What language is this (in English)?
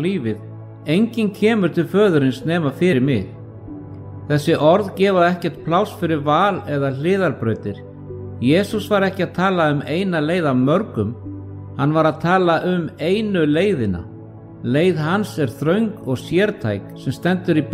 Icelandic